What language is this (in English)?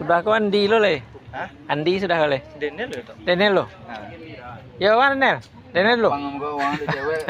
Minangkabau